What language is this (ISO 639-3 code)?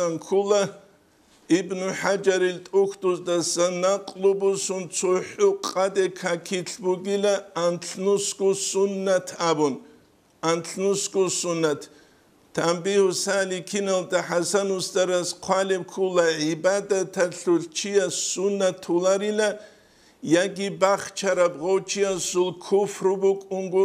ava